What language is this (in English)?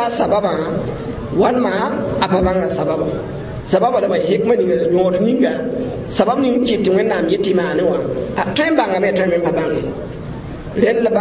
Mossi